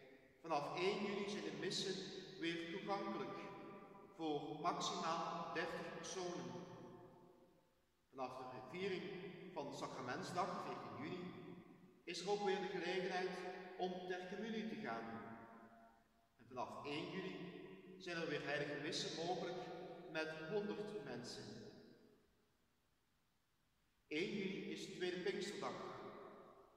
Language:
Dutch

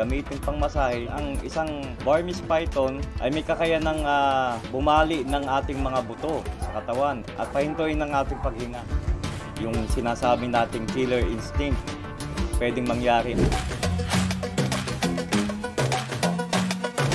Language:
Filipino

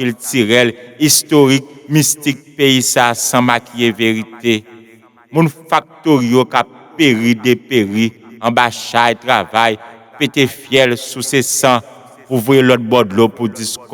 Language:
Haitian Creole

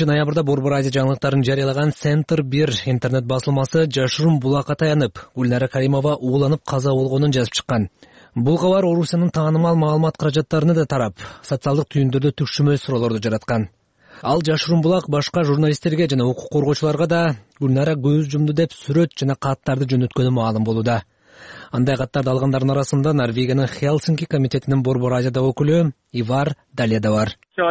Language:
Kyrgyz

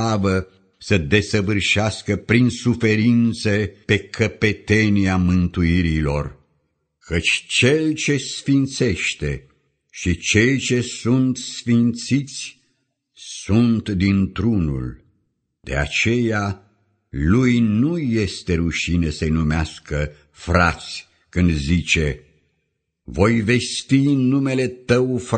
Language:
Romanian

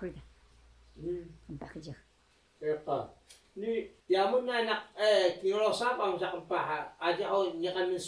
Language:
Taroko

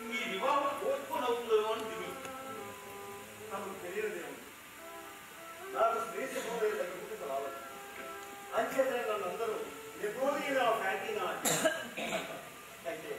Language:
Telugu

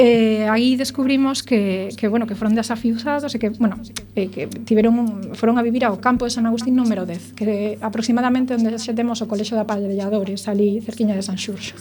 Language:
Galician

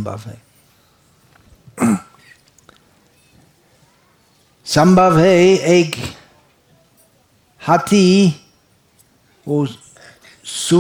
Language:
Hindi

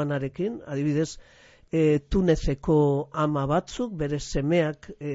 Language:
Basque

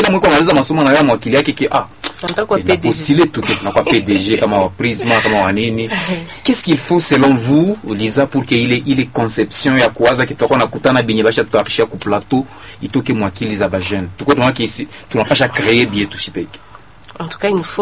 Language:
Swahili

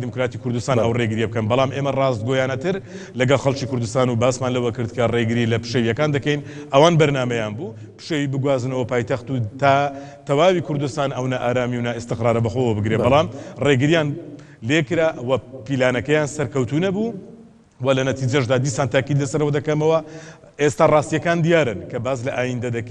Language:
Central Kurdish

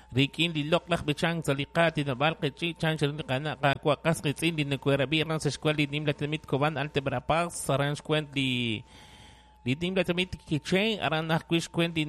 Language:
Kekchí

